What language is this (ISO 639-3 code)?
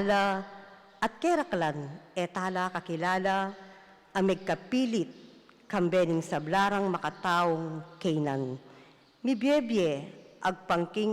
pam